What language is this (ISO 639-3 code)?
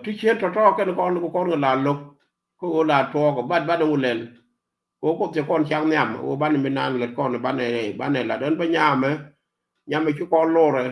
nus